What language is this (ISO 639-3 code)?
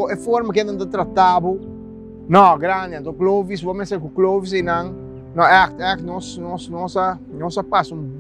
pap